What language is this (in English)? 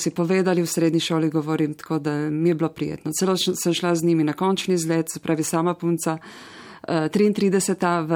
Slovenian